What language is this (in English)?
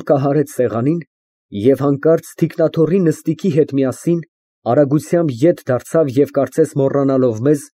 Armenian